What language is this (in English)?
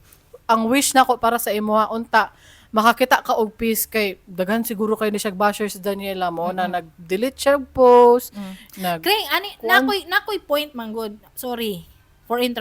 Cebuano